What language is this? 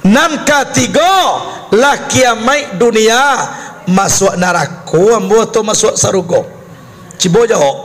Minangkabau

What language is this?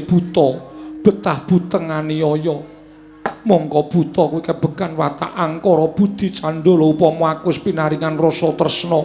Javanese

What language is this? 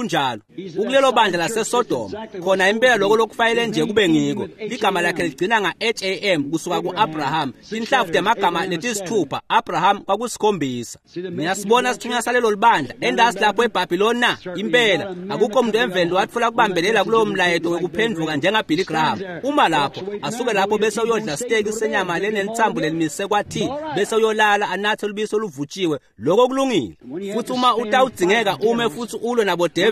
Swati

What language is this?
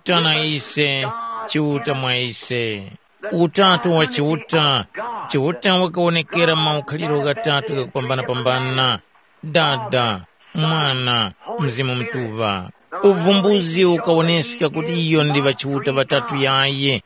Tumbuka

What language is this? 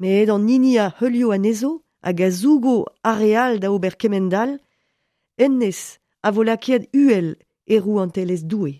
Breton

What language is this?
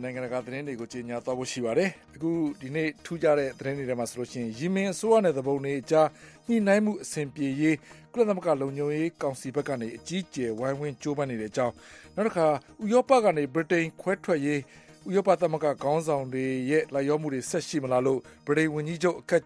Burmese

